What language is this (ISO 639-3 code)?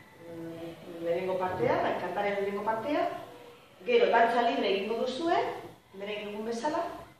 eus